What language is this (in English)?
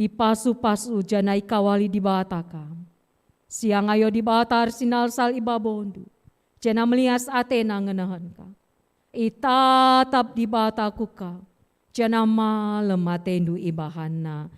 Batak Karo